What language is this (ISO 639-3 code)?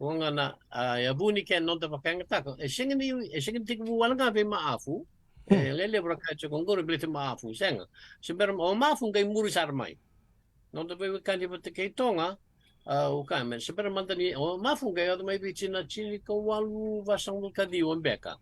fij